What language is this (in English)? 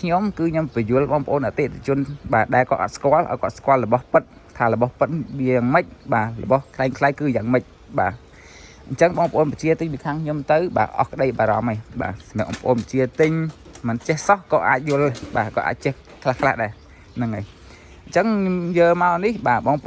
Khmer